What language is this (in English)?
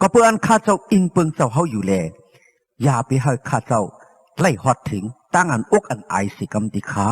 Shan